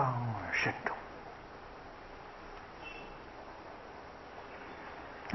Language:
Chinese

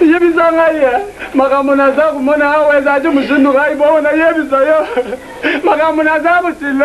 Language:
Lingala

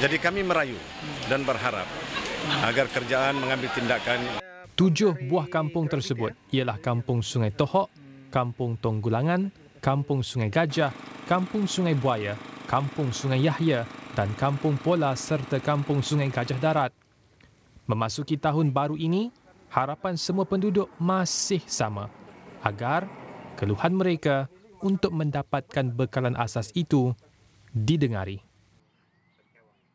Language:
Malay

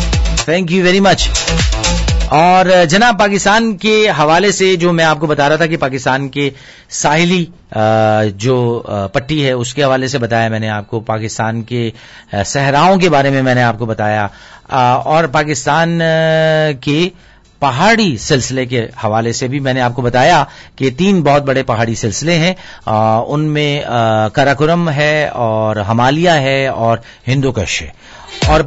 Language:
Urdu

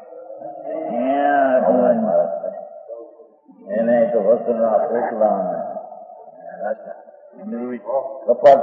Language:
Gujarati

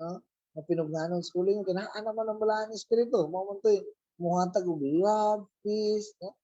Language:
Cebuano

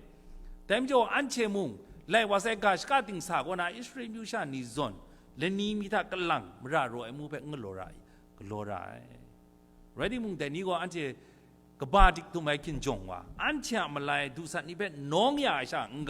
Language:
Kachin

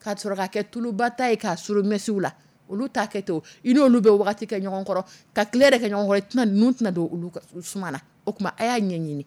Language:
Dyula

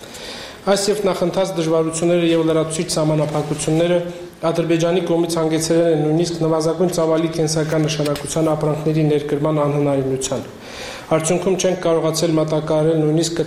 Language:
Armenian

